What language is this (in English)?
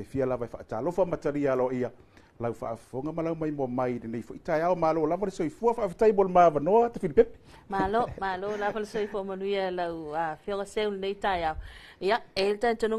Samoan